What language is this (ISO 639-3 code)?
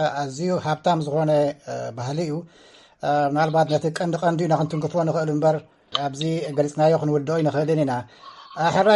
tir